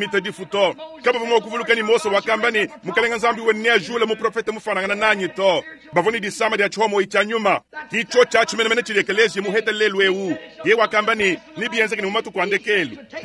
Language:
Luba-Lulua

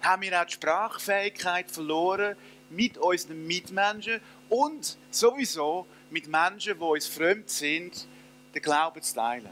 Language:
Swiss German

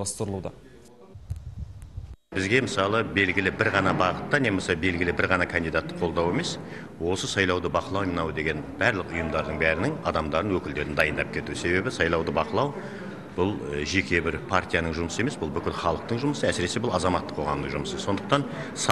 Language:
Kazakh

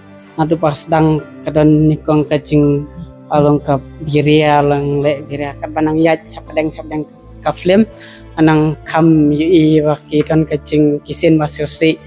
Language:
Khasi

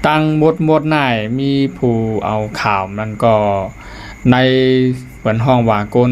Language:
Lao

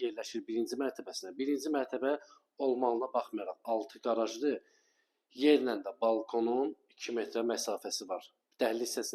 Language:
Azerbaijani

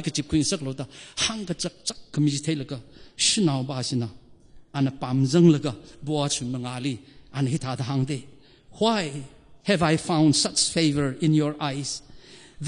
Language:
Tangkhul Naga (India)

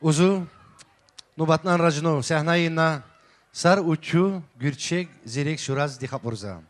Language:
Tabassaran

